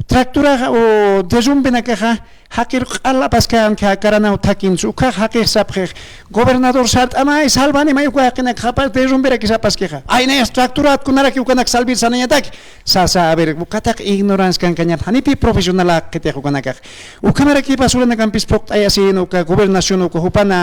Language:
Aymara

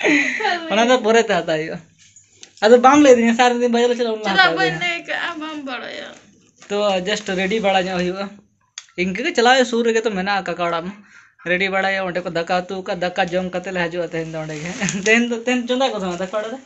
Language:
Santali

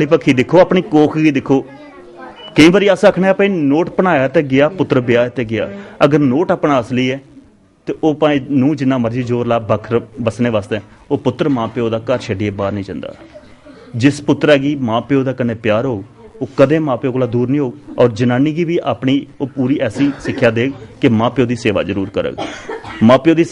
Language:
Dogri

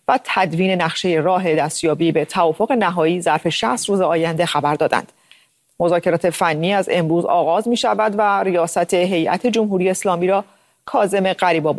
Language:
Persian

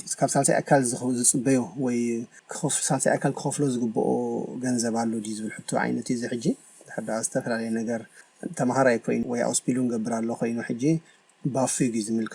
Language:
Tigrinya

